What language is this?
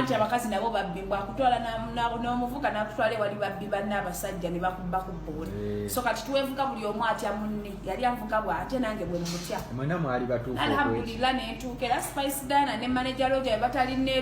Ganda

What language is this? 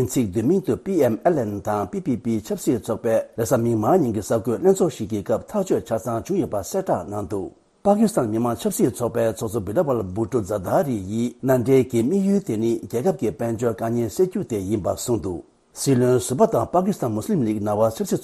Tibetan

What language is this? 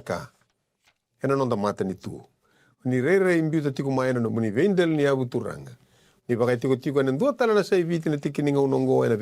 Fijian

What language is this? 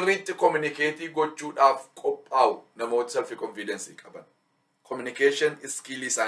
Oromo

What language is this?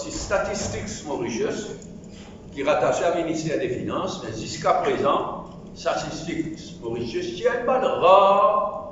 Morisyen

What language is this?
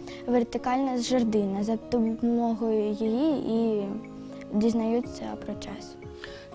Ukrainian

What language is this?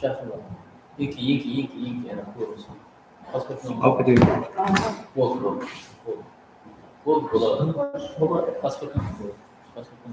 Kara-Kalpak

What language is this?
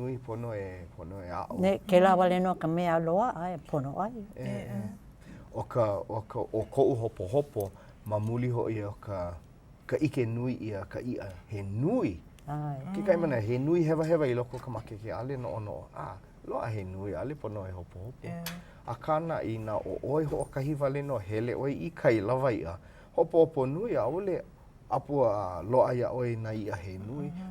Hawaiian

